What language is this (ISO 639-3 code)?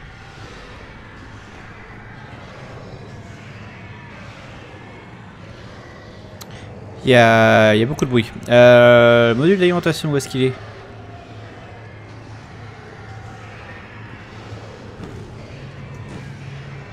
fra